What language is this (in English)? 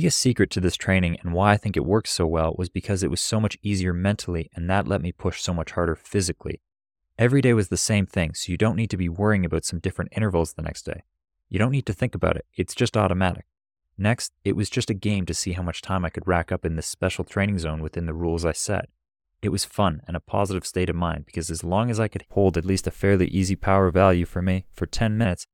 English